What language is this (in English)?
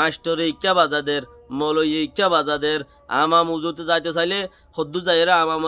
Rohingya